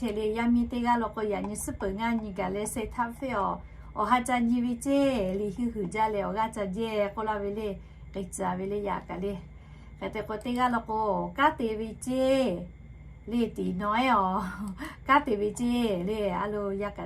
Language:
Lahu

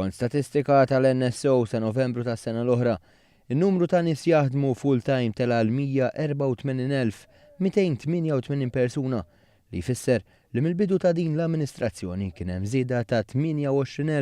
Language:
Maltese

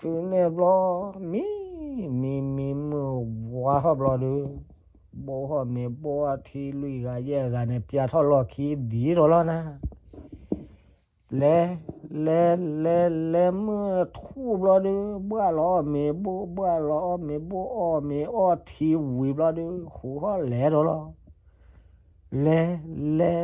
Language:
S'gaw Karen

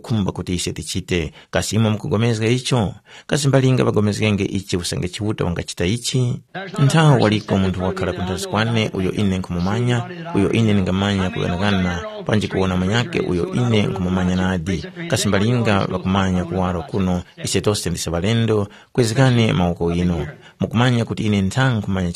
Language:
Tumbuka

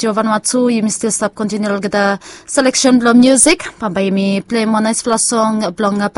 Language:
Bislama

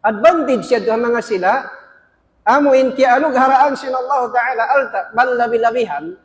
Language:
Tausug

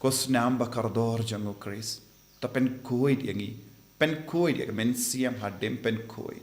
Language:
Khasi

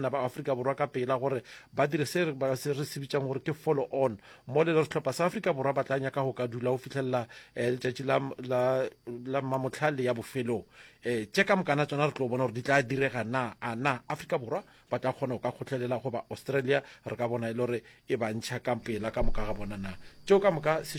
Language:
Northern Sotho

